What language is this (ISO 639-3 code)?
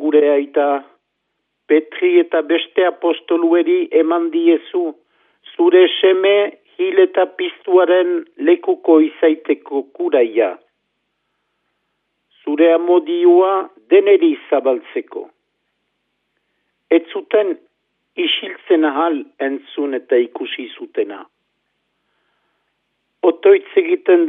eus